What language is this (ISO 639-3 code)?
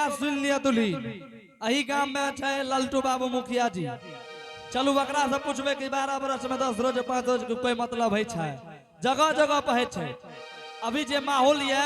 anp